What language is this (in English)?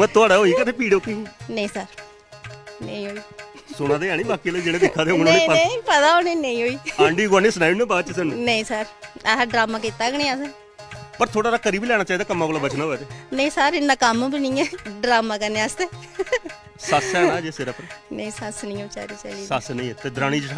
Dogri